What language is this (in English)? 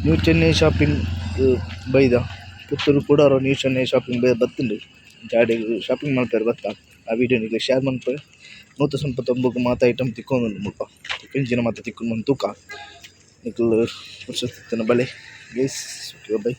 Tulu